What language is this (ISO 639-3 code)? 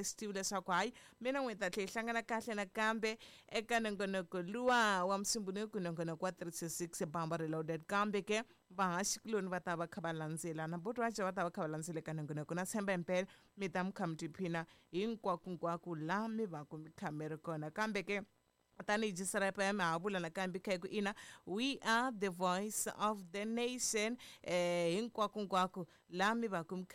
tso